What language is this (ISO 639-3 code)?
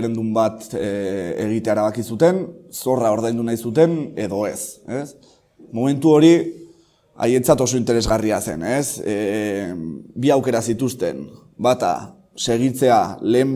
eus